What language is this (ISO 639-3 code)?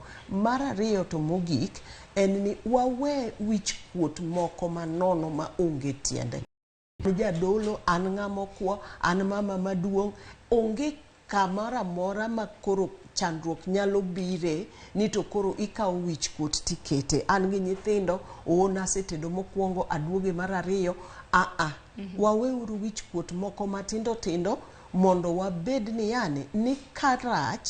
luo